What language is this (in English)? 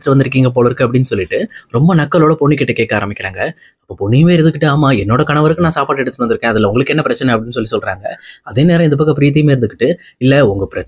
Tamil